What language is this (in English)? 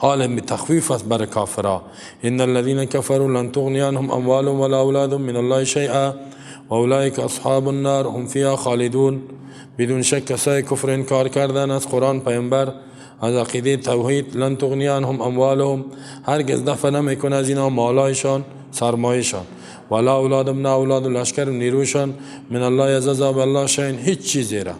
Persian